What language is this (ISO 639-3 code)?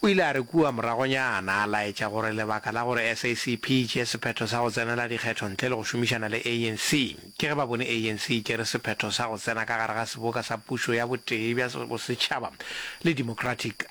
nso